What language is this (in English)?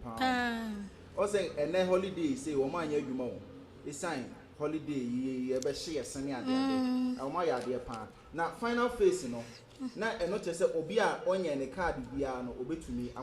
Akan